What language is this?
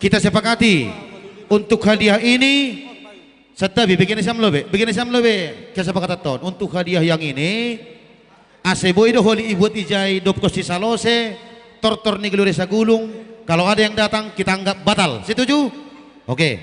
Batak Simalungun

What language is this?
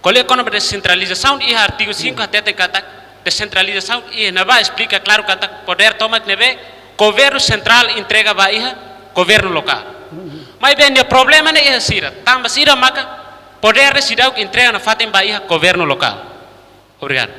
Tetum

